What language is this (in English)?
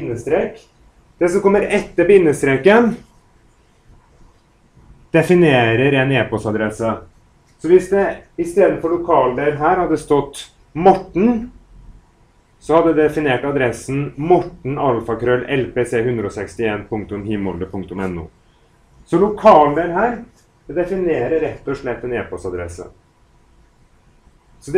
Norwegian